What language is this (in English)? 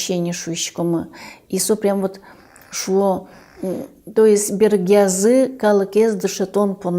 Udmurt